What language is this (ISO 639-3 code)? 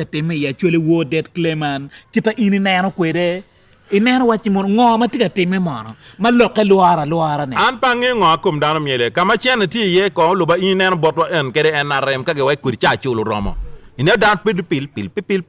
ach